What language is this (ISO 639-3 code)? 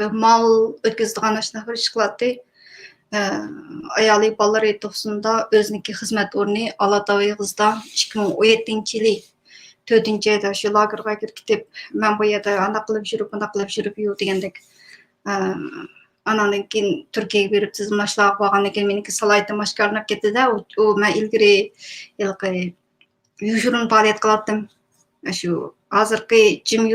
uig